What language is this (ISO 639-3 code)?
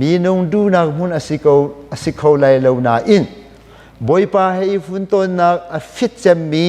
cnh